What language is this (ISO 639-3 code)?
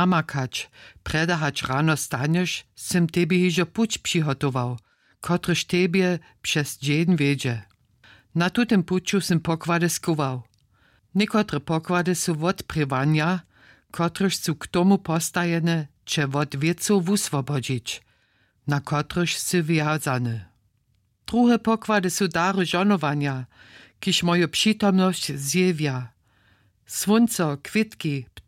hsb